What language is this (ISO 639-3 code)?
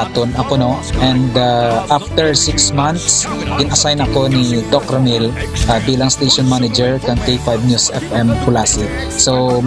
hil